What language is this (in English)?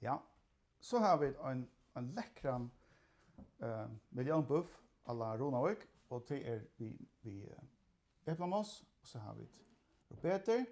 Faroese